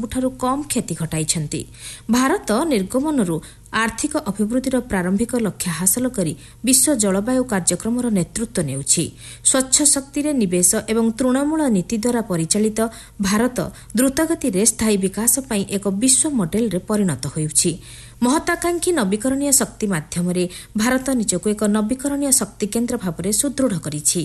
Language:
Odia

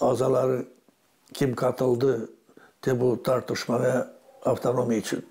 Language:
Gagauz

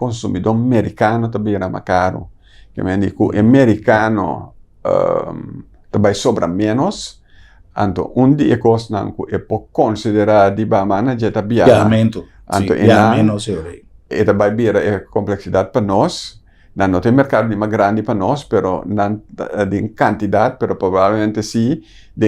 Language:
Papiamento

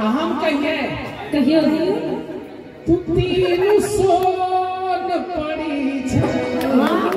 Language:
Maithili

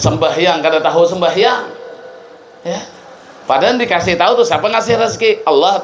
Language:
Banjar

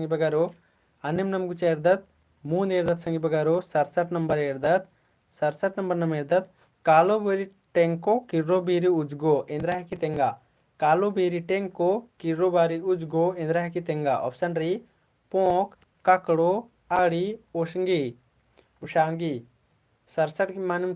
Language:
Kurukh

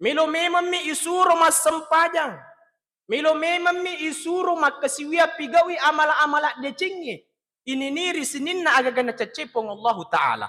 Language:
Buginese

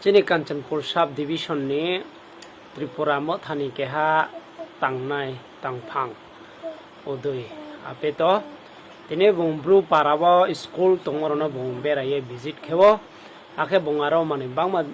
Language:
Riang (India)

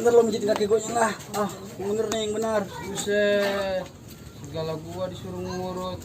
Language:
Betawi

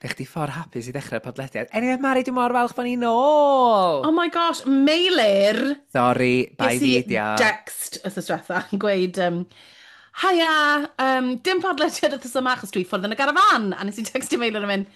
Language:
Welsh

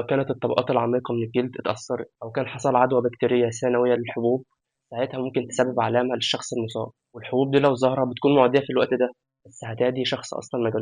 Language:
Egyptian Arabic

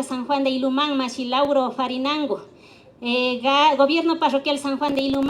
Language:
Imbabura Highland Quichua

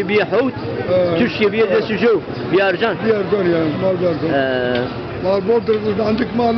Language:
Zaza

